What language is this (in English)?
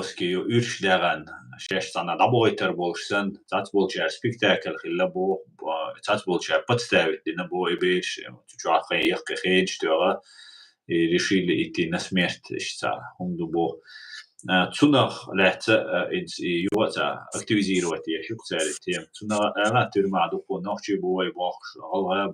Chechen